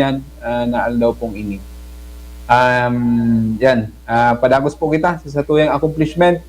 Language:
Bikol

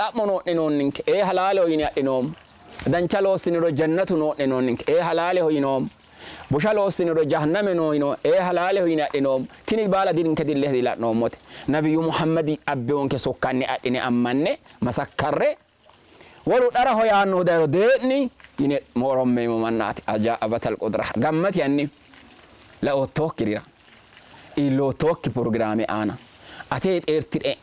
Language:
Sidamo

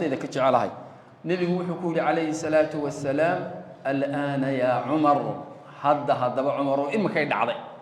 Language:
Somali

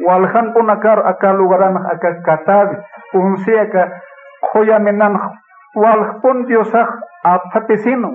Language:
Aymara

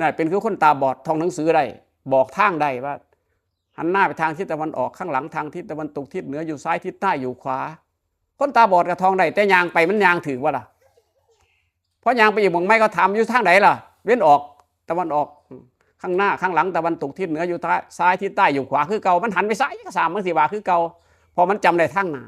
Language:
Northeastern Thai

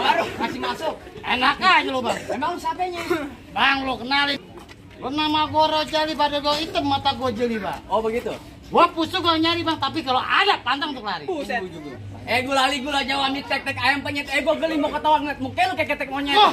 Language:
Betawi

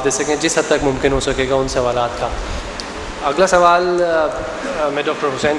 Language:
Urdu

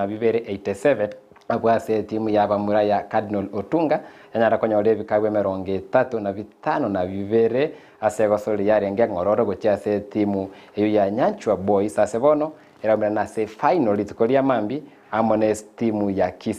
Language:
Gusii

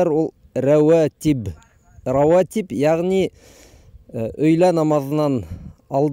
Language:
Bashkir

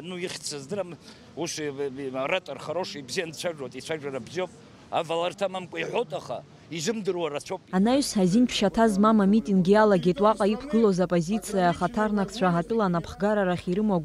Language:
Abkhazian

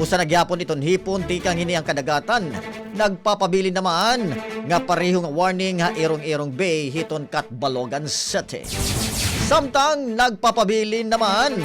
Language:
Waray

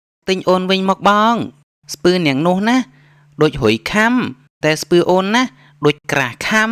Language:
Khmer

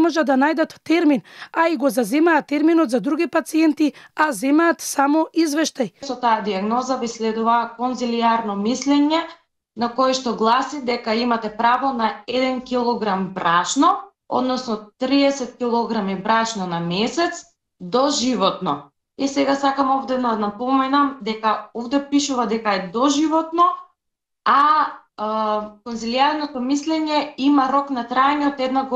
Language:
Macedonian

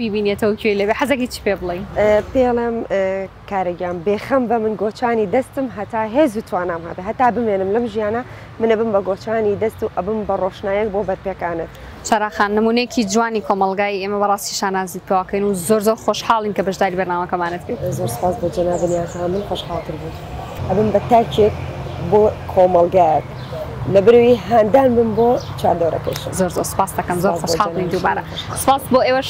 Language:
Central Kurdish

